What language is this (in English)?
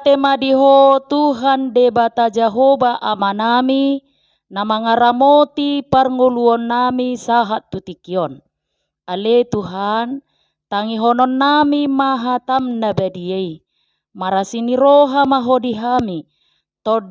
Batak Toba